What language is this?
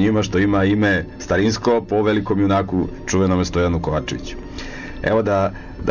Serbian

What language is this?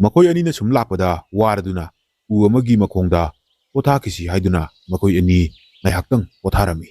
Manipuri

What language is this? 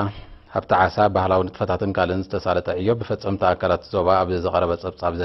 Tigrinya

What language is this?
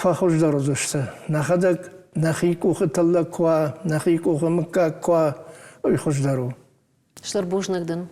Ossetic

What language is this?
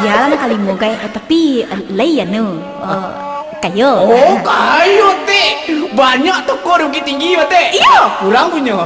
Minangkabau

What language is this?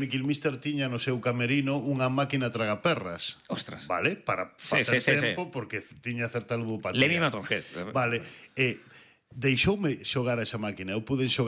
Galician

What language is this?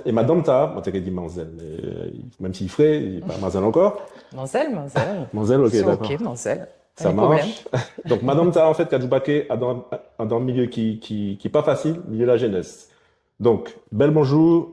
Guadeloupean Creole French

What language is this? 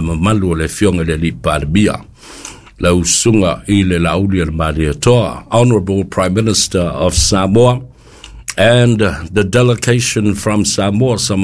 Samoan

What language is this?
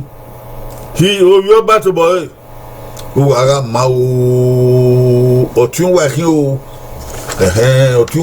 Bini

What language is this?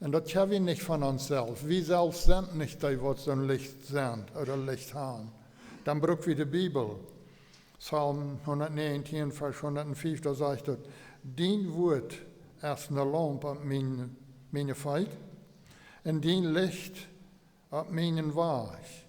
Plautdietsch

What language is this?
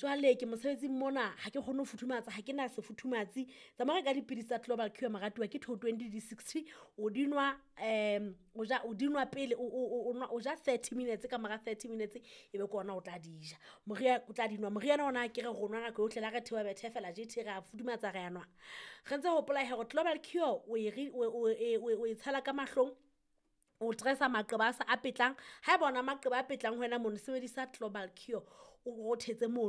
Southern Sotho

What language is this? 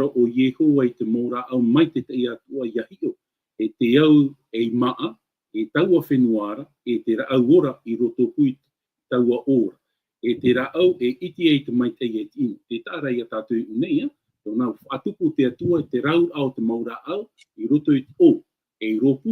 Tahitian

